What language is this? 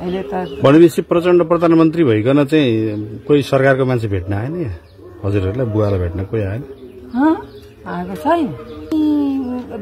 Nepali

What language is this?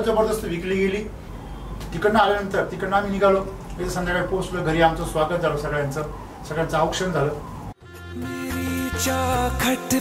Marathi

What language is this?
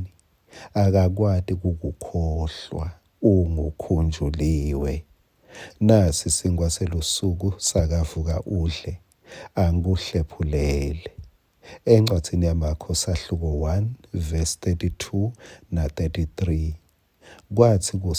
Swati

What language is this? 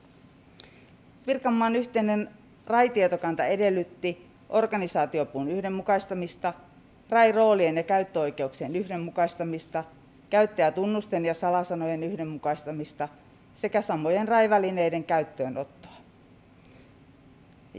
Finnish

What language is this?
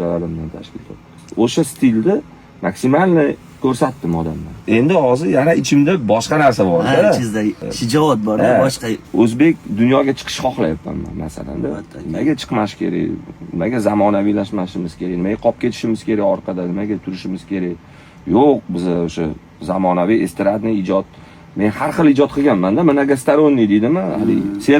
Uzbek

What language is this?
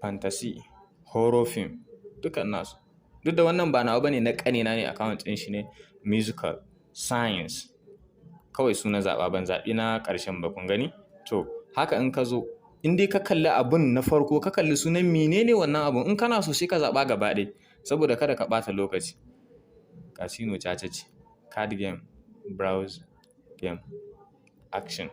Hausa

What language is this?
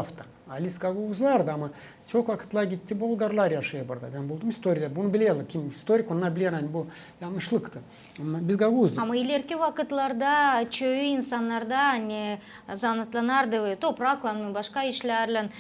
Gagauz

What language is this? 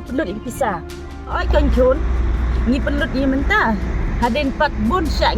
Khasi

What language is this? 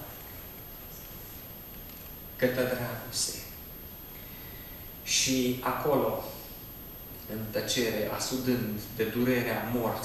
Romanian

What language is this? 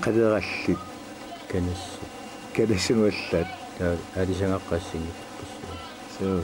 Kalaallisut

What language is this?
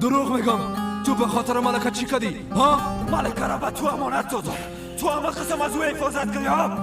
Persian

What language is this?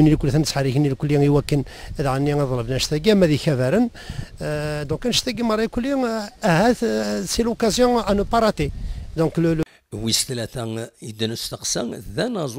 Kabyle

